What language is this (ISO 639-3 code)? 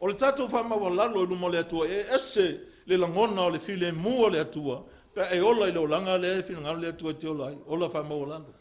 smo